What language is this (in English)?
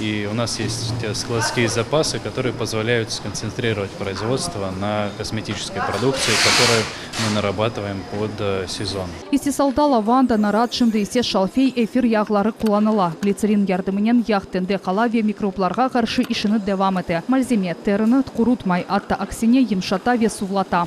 Crimean Tatar